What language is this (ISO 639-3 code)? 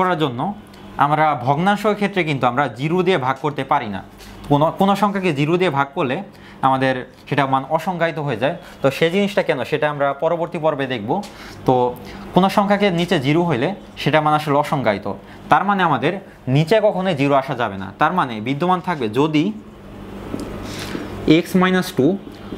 ben